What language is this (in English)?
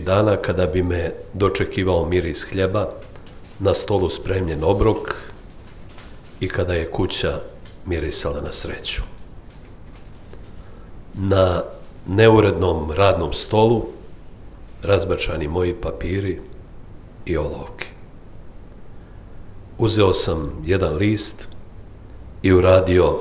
Bosnian